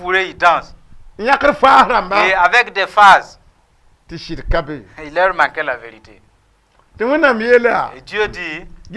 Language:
Mossi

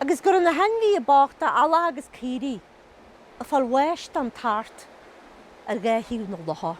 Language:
Irish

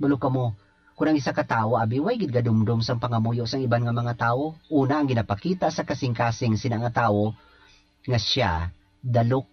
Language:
Hiligaynon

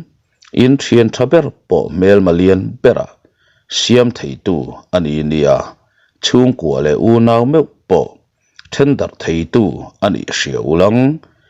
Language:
Mizo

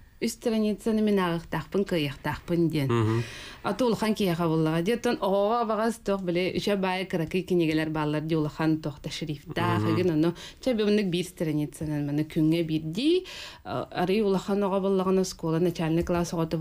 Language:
Yakut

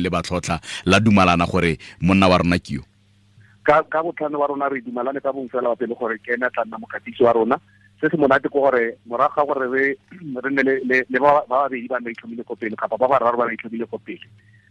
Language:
Tswana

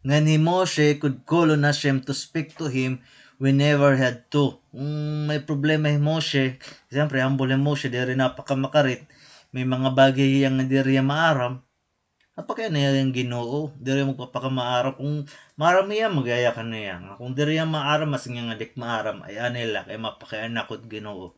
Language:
Waray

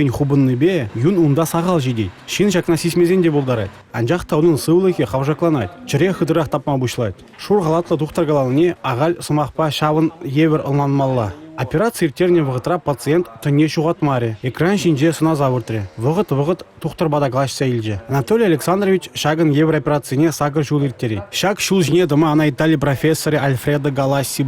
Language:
Chuvash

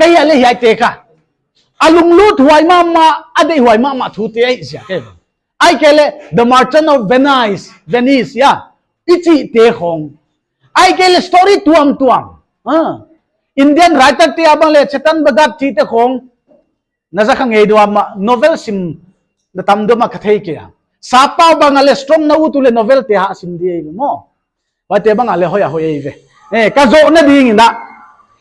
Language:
Paite Chin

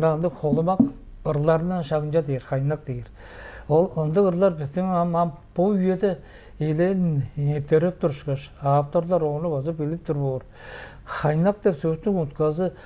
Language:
Tuvinian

